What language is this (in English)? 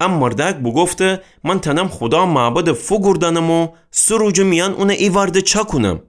Gilaki